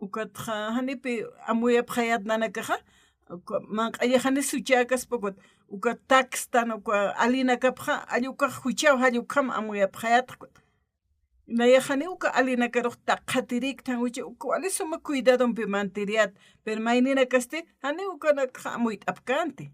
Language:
Aymara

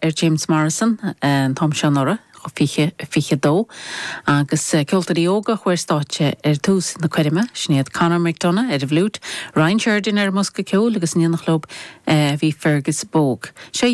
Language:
Irish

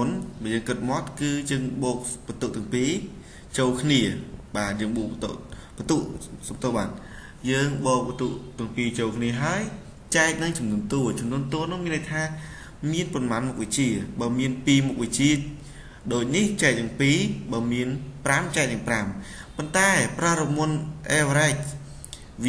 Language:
Khmer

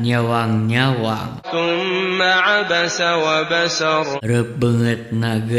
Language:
Sundanese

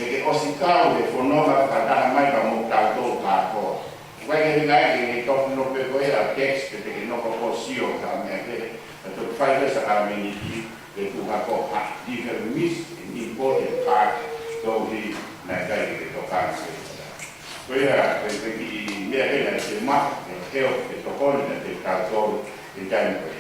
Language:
Tongan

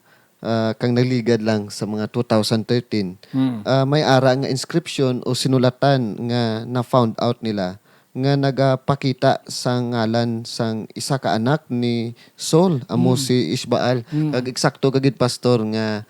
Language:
Hiligaynon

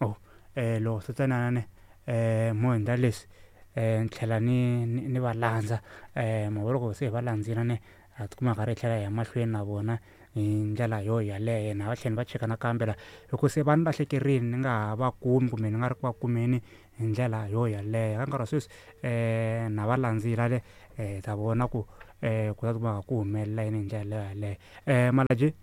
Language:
Tsonga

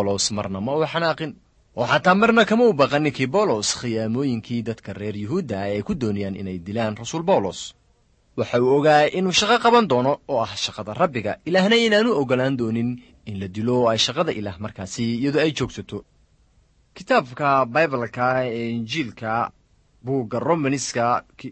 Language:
Somali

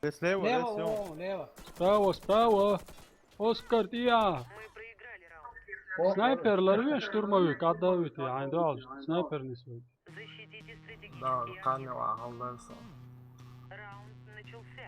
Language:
Chechen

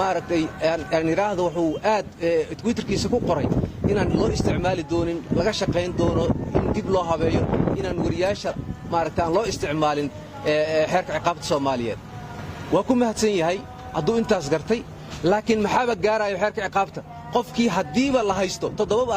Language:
Somali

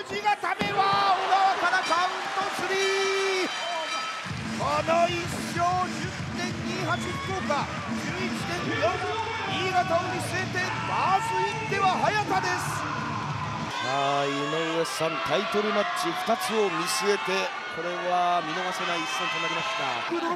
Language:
Japanese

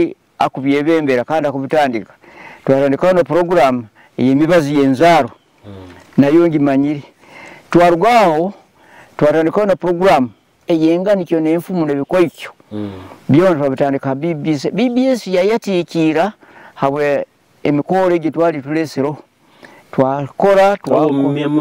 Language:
Nyoro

